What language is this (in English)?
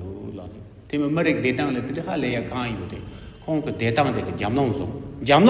Tibetan